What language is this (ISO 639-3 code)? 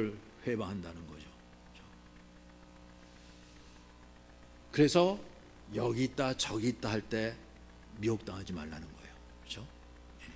kor